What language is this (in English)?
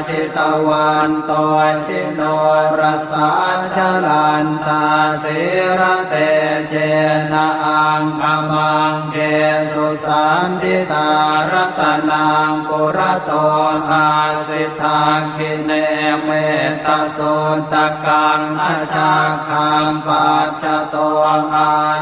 Pali